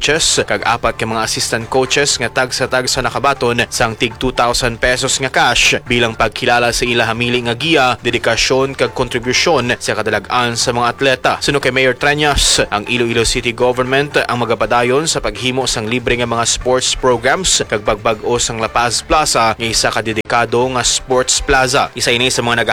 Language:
Hiligaynon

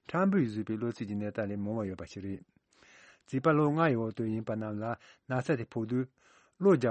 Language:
Tibetan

